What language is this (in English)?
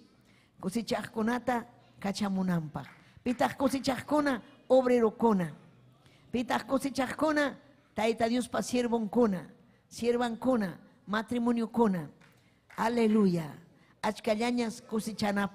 Ayacucho Quechua